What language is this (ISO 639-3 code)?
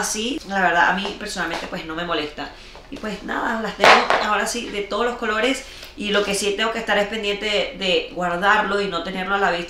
spa